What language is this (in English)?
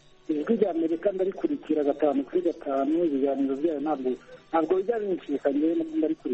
Kinyarwanda